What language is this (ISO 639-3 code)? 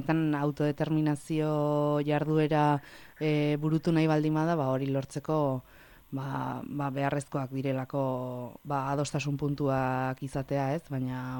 eus